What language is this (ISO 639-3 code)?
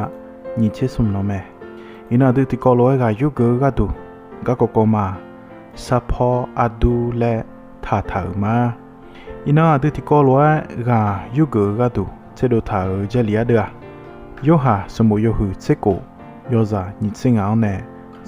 ahk